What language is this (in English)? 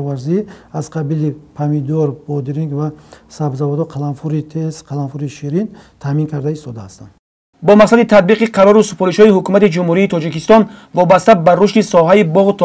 Tajik